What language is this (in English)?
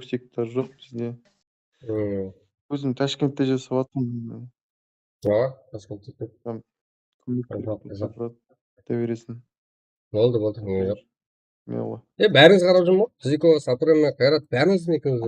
Kara-Kalpak